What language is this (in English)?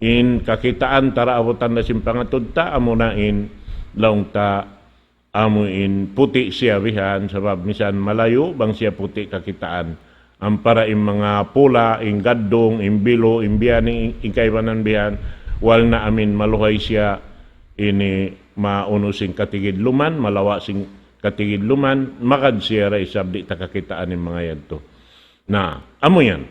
Tausug